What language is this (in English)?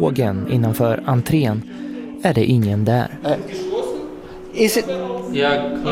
Swedish